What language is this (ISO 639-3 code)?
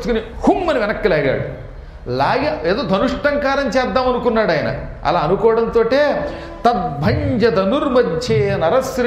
tel